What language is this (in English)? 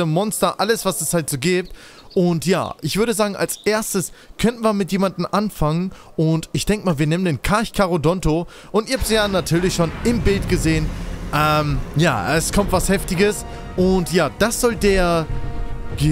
German